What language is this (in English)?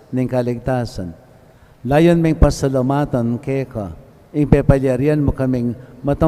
Pampanga